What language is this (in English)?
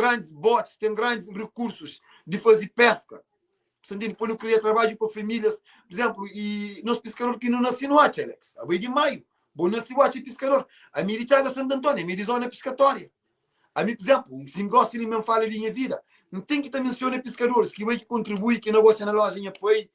Kabuverdianu